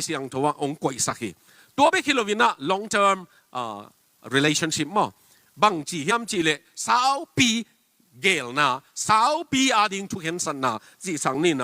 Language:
Tedim Chin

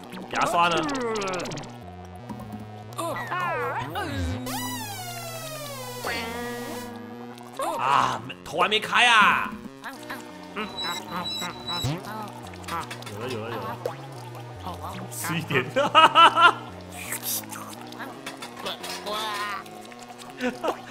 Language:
Chinese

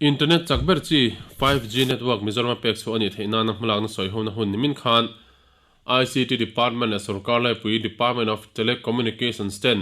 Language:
Mizo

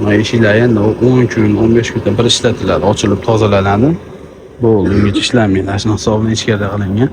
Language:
Uzbek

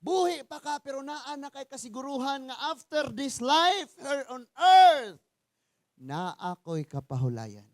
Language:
Cebuano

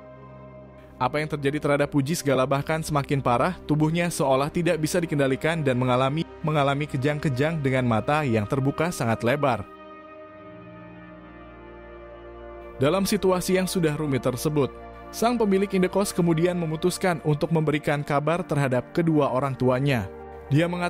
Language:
Indonesian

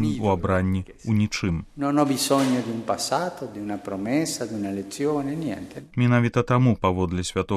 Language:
Belarusian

